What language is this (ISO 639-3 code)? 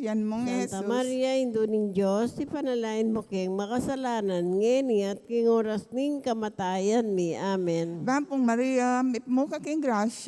pam